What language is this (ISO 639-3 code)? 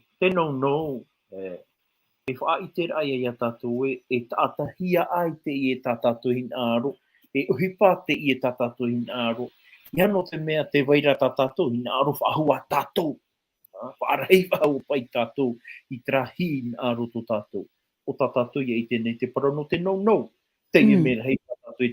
tah